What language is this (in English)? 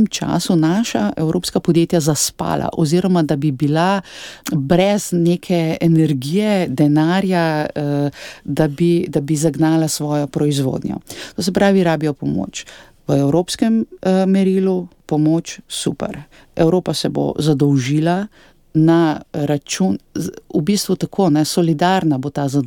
Slovenian